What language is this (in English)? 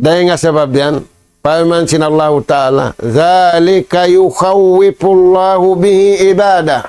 Tausug